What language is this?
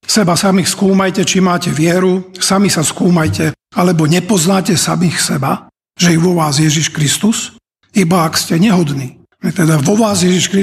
Slovak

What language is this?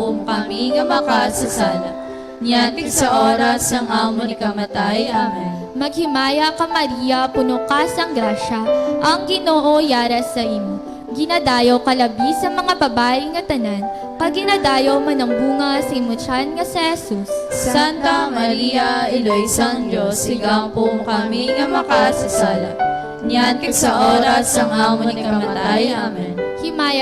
Hiligaynon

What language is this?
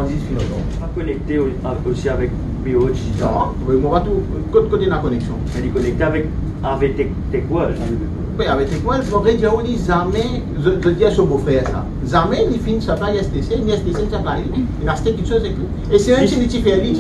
Morisyen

